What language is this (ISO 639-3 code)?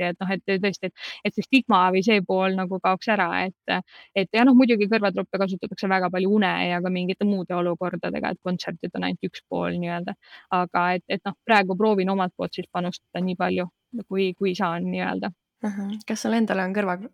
est